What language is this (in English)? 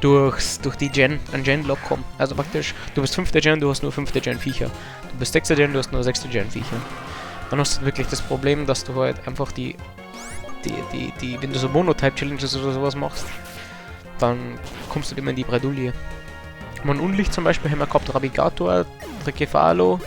Bavarian